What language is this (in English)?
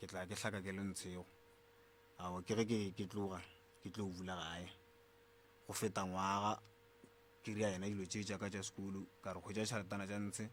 Northern Sotho